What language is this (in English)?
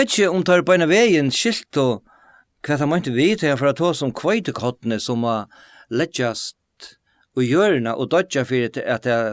Faroese